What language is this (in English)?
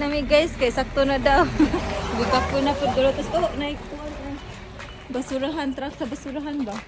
Cebuano